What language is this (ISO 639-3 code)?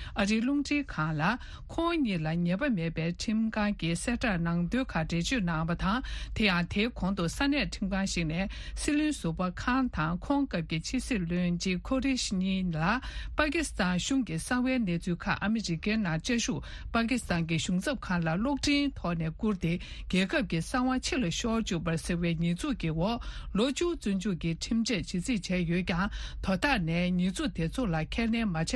bod